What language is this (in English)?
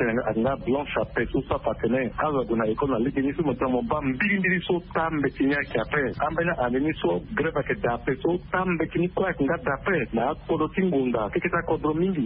Sango